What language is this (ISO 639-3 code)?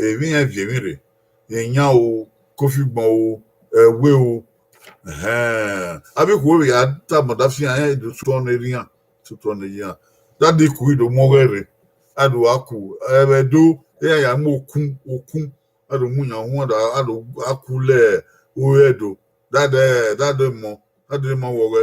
bin